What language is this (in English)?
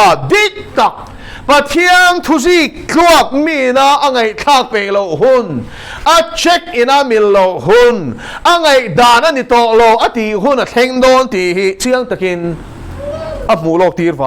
Mizo